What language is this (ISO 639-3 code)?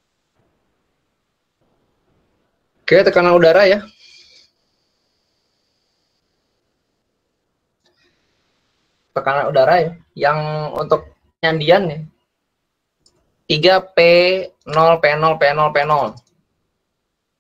ind